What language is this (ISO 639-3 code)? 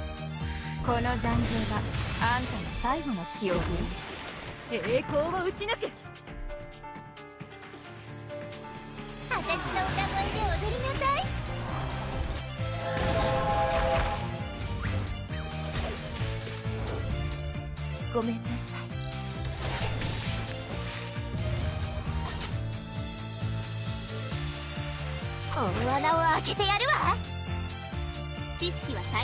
jpn